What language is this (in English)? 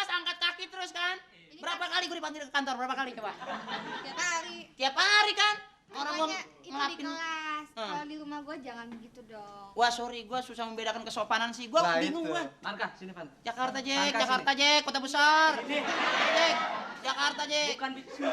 Betawi